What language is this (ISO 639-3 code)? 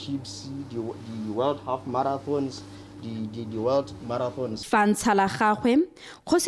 tsn